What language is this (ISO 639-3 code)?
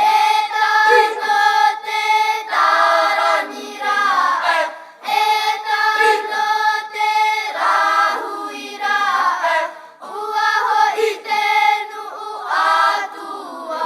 tah